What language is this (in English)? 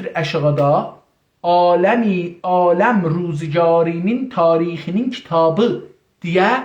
South Azerbaijani